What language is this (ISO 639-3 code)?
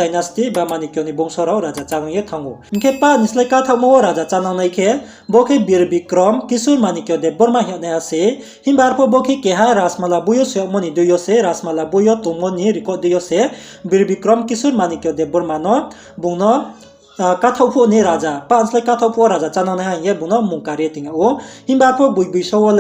ria